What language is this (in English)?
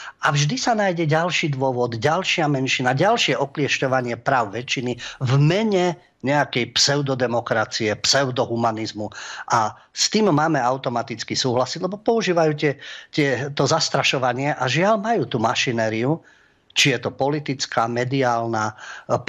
Slovak